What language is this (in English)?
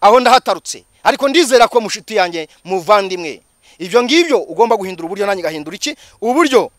Kinyarwanda